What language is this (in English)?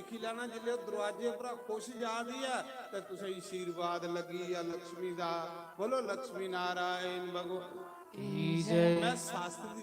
Dogri